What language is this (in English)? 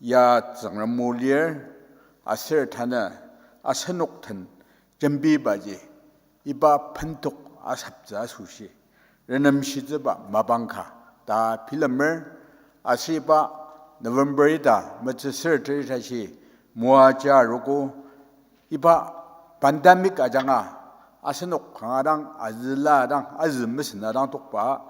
Ao Naga